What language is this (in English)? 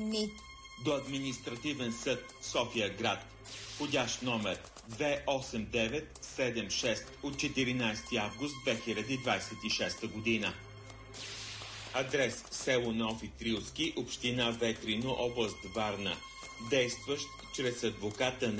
Bulgarian